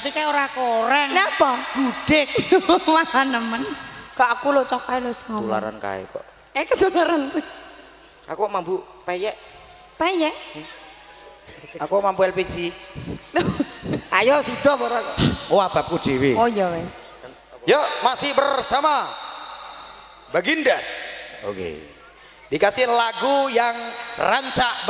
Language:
Javanese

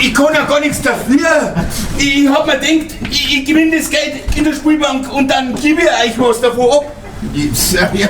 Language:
Bavarian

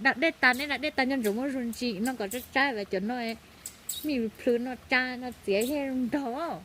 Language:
Hmong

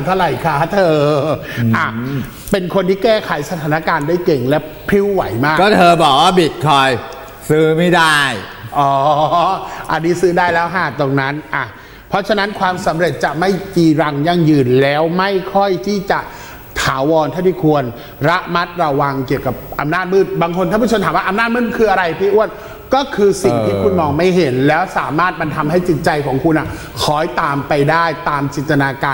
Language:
Thai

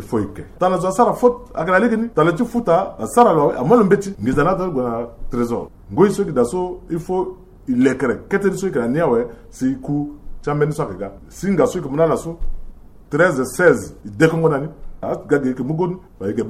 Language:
Sango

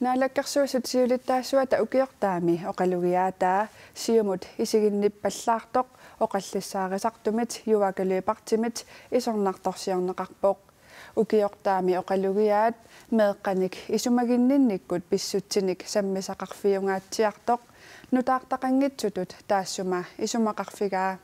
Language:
Kalaallisut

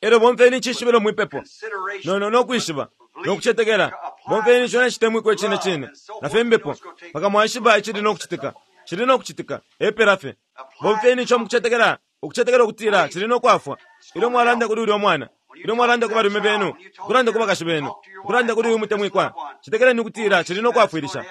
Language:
Bemba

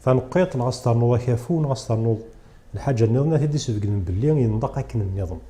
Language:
Kabyle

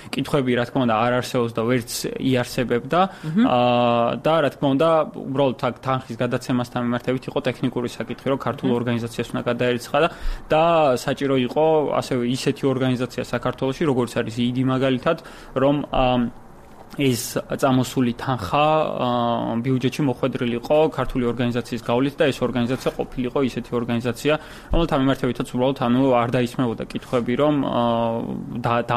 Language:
Georgian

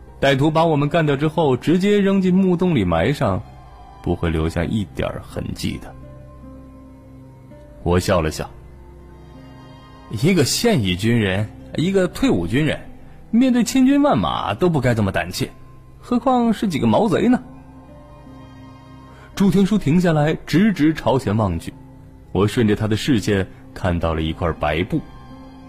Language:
Chinese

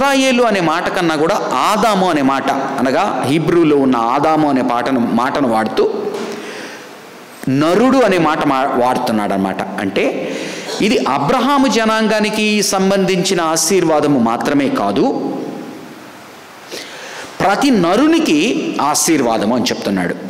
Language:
Telugu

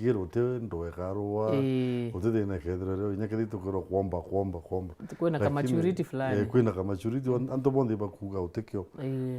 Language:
Meru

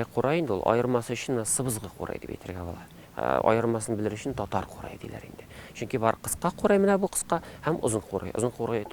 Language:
Tatar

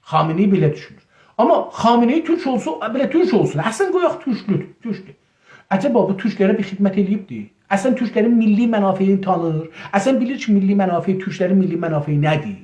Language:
South Azerbaijani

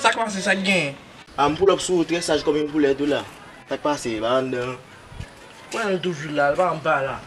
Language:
Haitian Creole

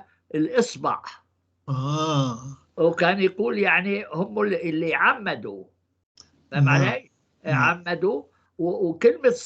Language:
North Levantine Arabic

